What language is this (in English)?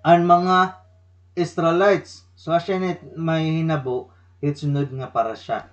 Waray